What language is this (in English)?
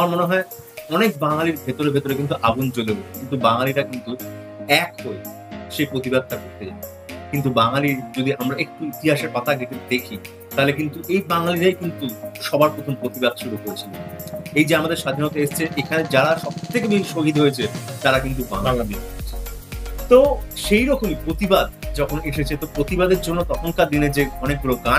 Bangla